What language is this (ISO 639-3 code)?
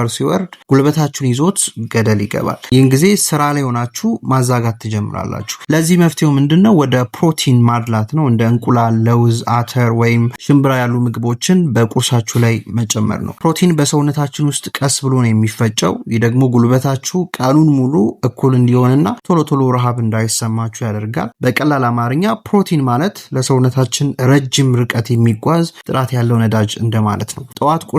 amh